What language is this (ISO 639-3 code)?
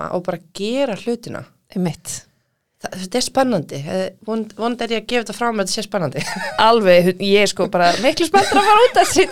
isl